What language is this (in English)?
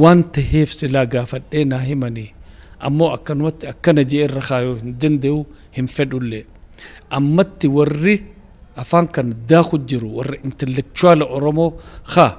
Oromo